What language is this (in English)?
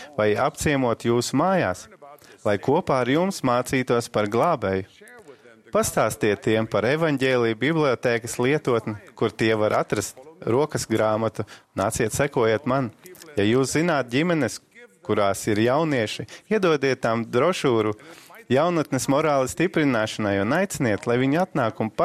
Latvian